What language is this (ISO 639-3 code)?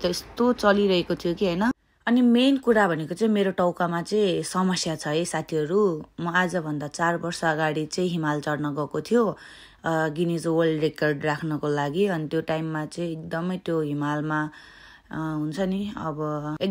nep